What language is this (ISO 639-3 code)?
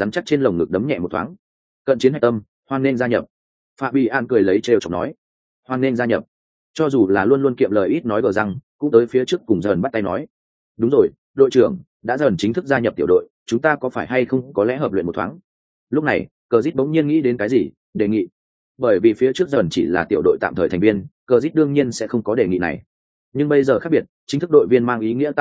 vie